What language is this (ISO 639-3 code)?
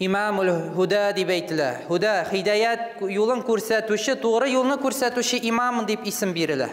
tat